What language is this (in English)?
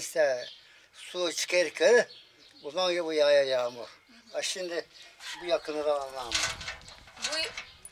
Gagauz